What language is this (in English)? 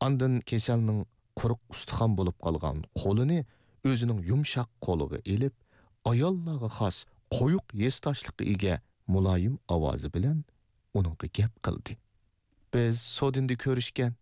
Uyghur